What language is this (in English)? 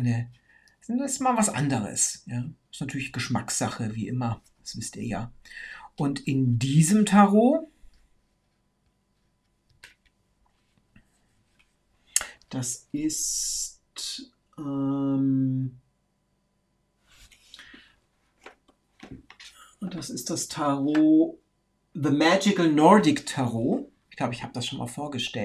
German